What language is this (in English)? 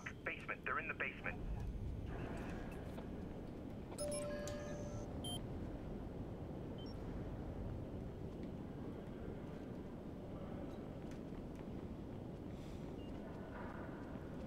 Danish